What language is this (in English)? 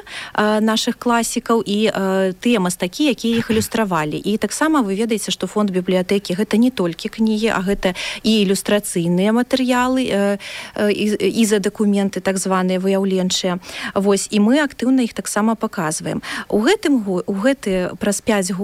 Belarusian